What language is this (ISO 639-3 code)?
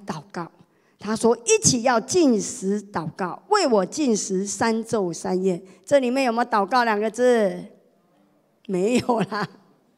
zho